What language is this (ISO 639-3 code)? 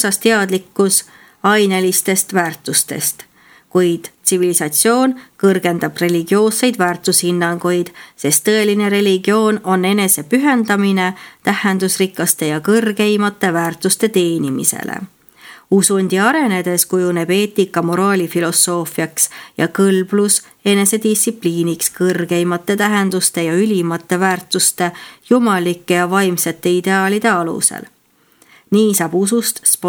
est